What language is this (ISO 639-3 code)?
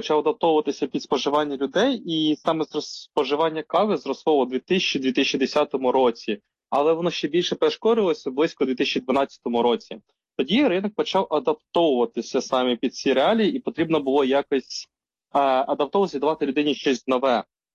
ukr